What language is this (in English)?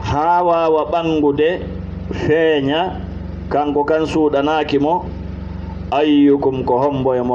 Fula